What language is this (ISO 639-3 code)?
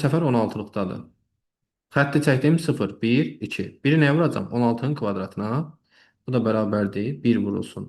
aze